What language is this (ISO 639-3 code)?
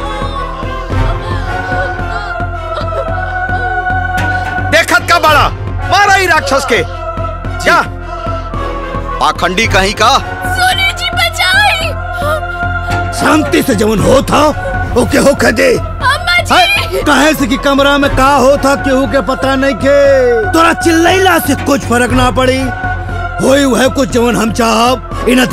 bho